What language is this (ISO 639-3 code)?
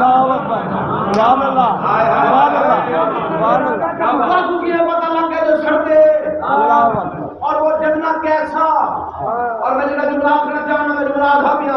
skr